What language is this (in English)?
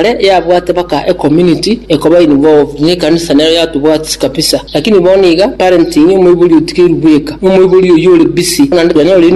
Gusii